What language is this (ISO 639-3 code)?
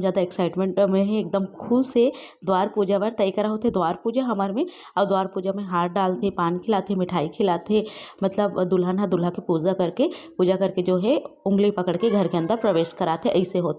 hne